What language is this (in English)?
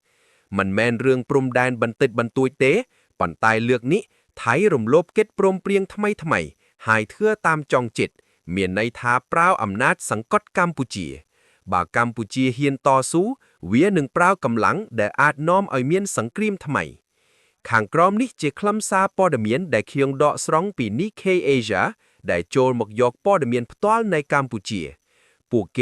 Khmer